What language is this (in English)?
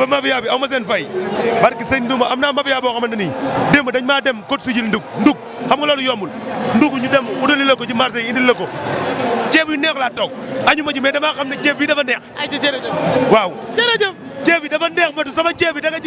Wolof